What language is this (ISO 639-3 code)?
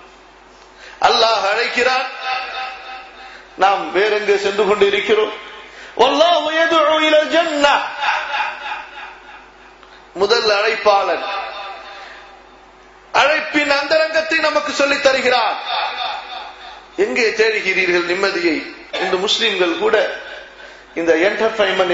tam